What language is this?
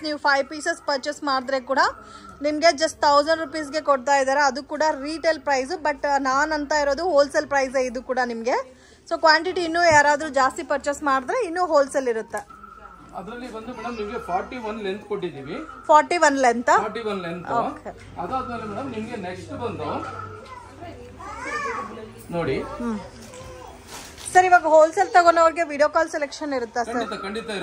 Kannada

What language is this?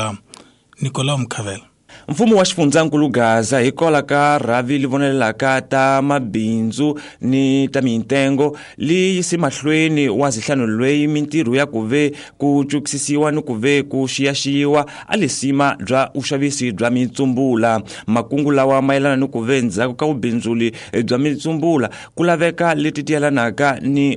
Tsonga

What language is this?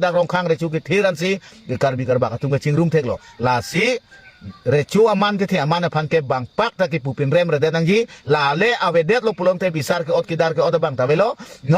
Karbi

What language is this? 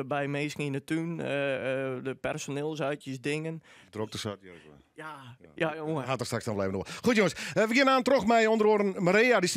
Western Frisian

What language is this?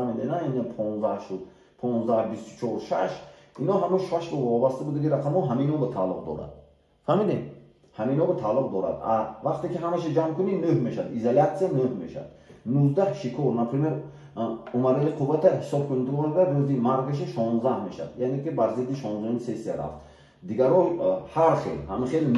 Tajik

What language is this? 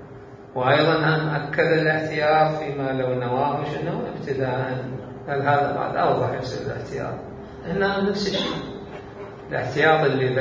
Mesopotamian Arabic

